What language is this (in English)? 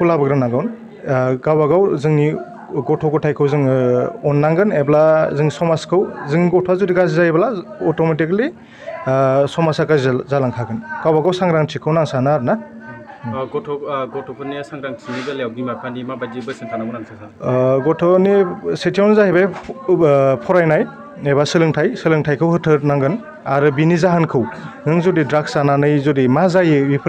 Bodo